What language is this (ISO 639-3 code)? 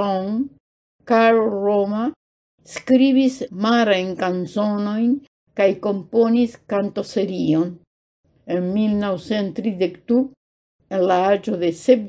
epo